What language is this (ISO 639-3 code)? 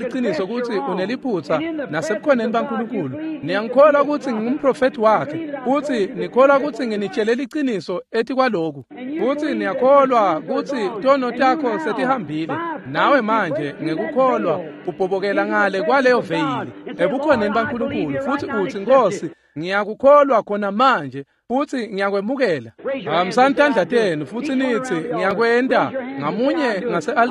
ssw